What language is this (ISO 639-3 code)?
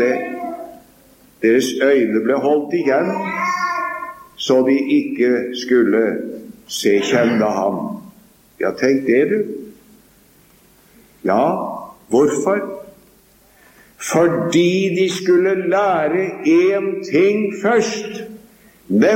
nor